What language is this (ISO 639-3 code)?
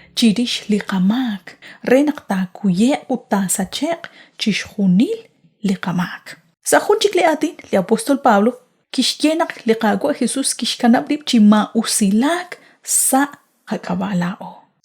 kek